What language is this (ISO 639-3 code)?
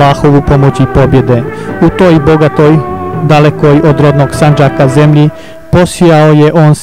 bos